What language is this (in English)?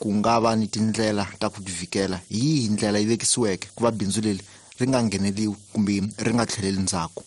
Tsonga